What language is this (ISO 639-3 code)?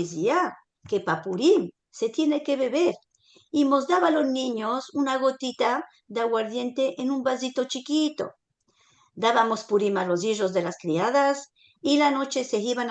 lad